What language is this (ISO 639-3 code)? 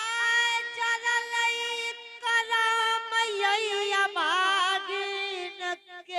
anp